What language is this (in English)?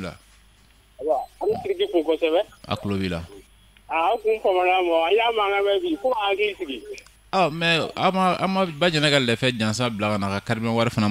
Bambara